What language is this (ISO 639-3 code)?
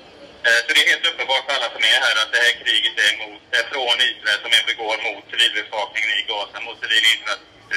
swe